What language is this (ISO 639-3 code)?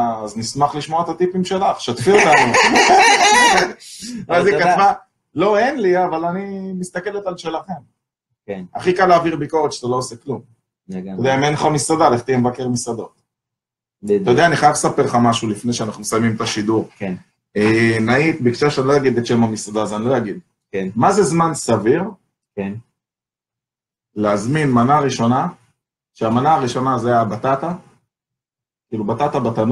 heb